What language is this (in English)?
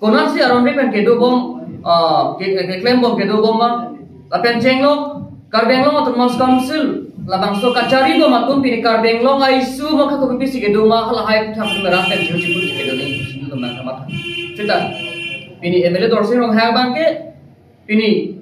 Karbi